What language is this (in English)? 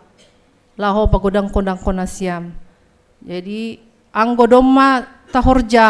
Batak Simalungun